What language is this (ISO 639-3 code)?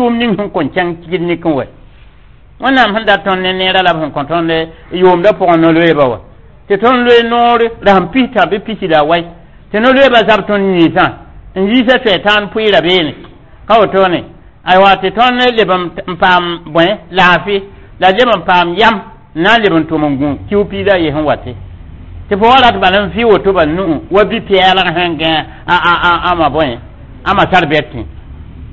mos